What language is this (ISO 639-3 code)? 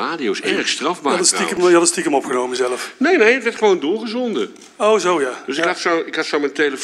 nld